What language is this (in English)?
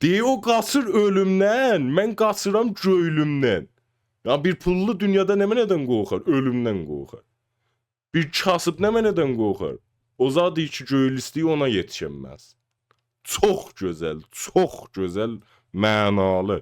South Azerbaijani